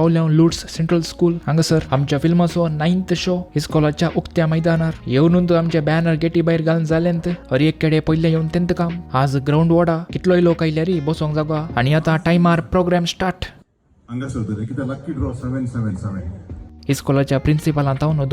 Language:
Konkani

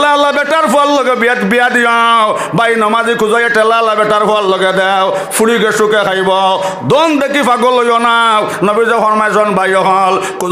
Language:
Sylheti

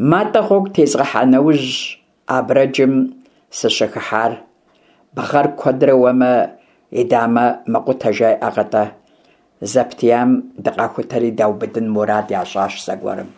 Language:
Kabardian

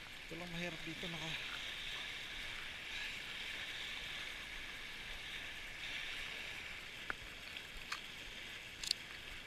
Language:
Filipino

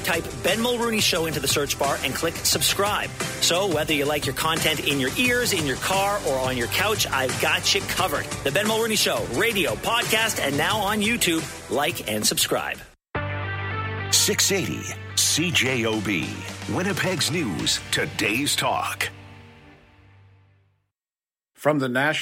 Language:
English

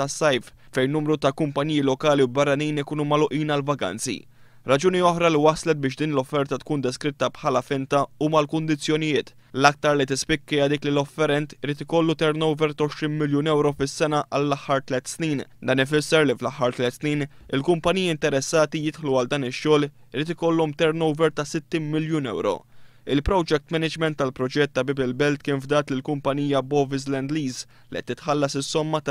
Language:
Maltese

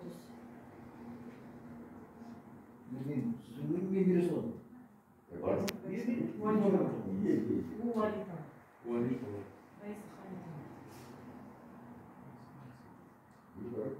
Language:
Kazakh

